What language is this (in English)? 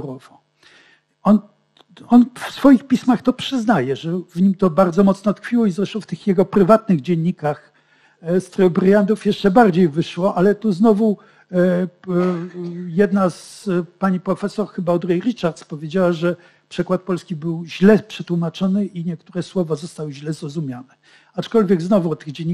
Polish